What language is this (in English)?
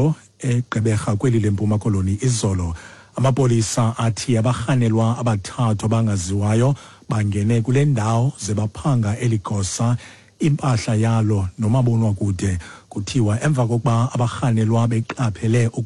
Xhosa